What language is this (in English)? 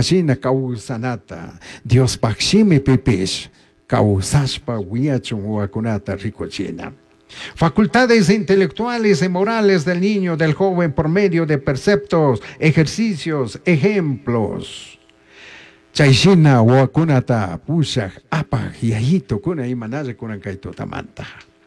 Chimborazo Highland Quichua